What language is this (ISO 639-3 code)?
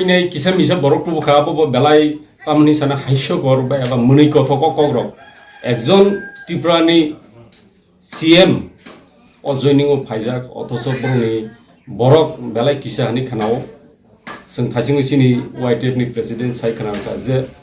trp